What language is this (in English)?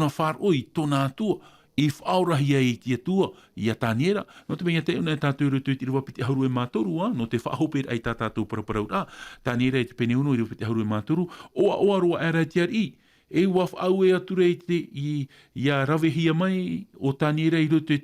Tahitian